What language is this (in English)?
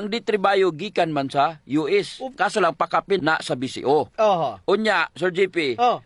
Cebuano